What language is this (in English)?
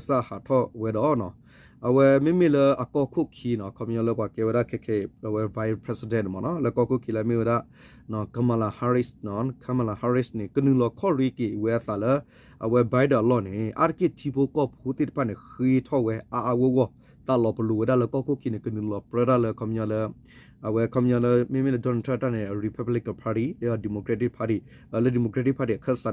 S'gaw Karen